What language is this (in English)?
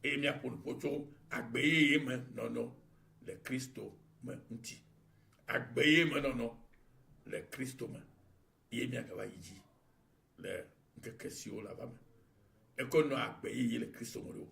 Ewe